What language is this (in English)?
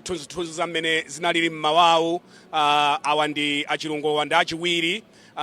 Nyanja